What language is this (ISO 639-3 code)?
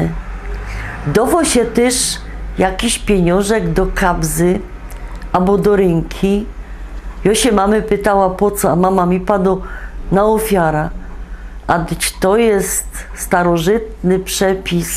szl